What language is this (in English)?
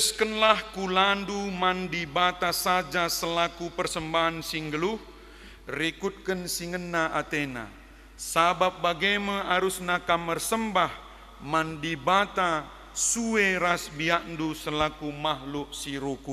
Batak Karo